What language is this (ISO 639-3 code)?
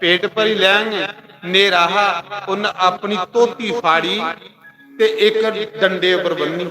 doi